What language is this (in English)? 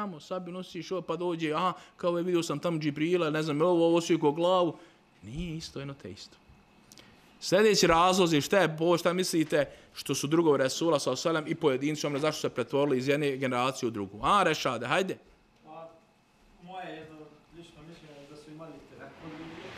Bosnian